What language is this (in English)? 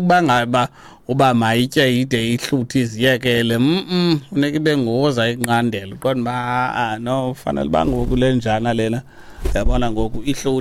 Xhosa